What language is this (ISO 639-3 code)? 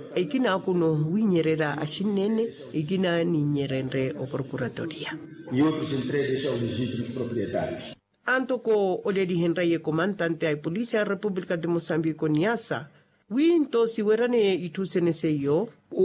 vmw